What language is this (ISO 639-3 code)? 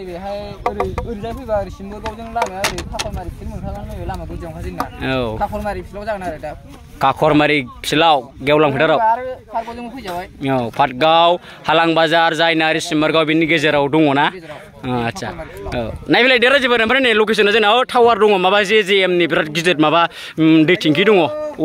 brx